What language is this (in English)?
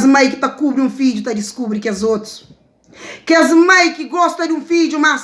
Kabuverdianu